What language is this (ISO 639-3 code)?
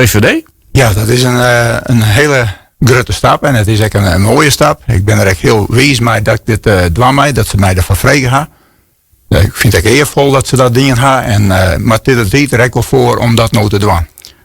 fry